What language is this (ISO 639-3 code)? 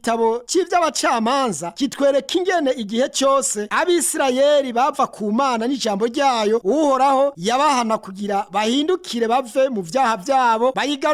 run